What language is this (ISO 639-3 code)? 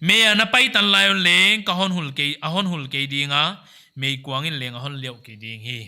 pck